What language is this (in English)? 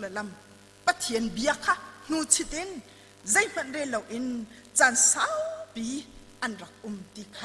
Hakha Chin